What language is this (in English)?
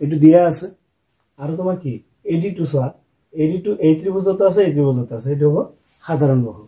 Assamese